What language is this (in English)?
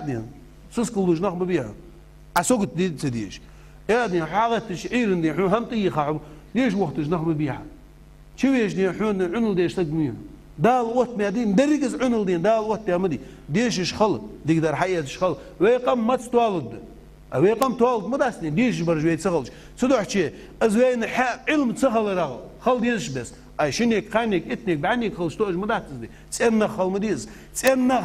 Ingush